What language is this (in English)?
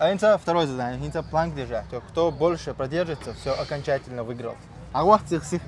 Chechen